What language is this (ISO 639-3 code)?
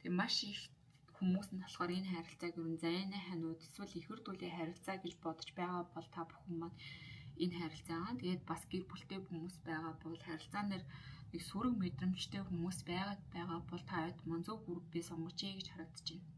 mon